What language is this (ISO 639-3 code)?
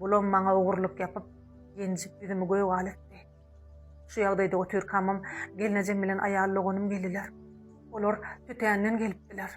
tuk